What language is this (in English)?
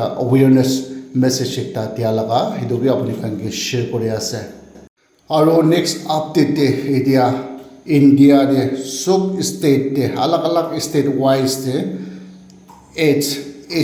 Naga Pidgin